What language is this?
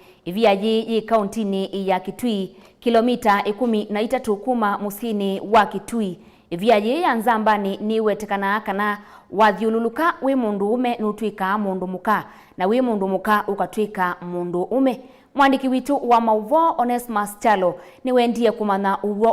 Kamba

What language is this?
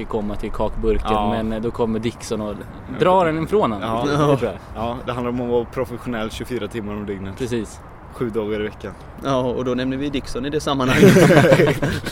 Swedish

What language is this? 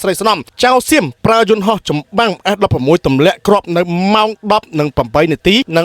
Khmer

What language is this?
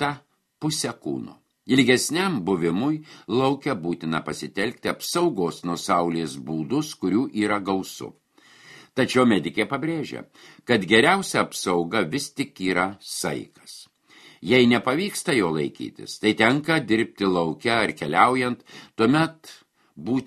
Lithuanian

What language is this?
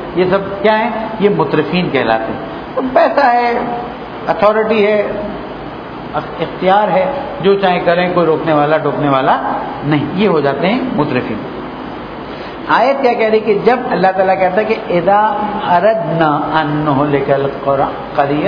Urdu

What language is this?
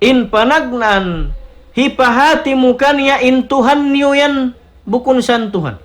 Tausug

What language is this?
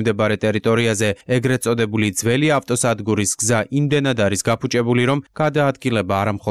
Georgian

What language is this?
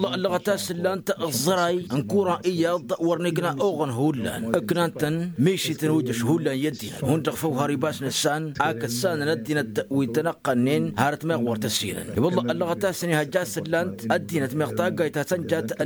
Tamasheq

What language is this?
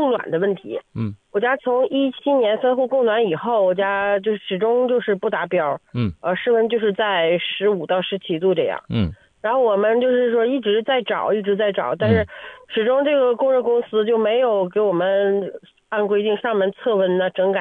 Chinese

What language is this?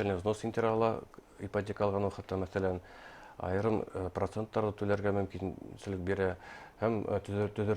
Bashkir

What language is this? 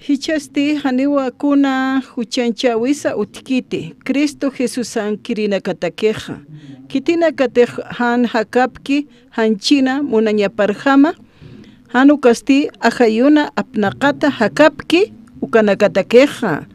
Aymara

